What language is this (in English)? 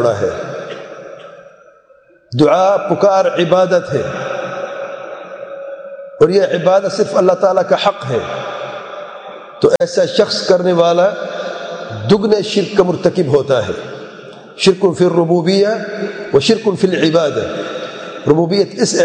Urdu